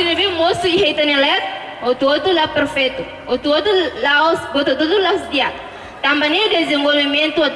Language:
Tetum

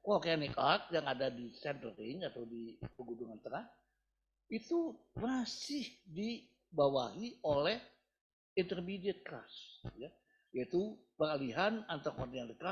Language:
Indonesian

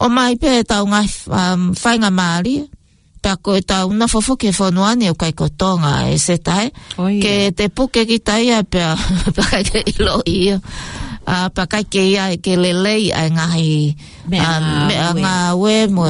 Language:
Tongan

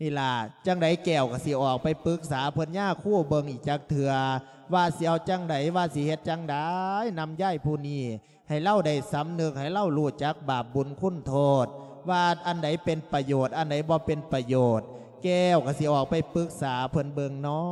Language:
Lao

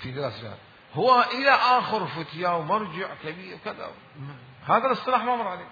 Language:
Mesopotamian Arabic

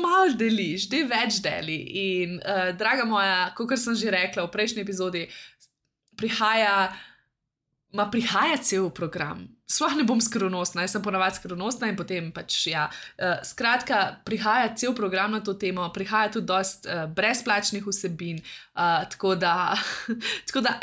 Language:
Slovenian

